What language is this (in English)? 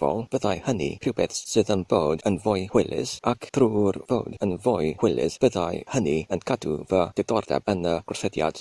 Welsh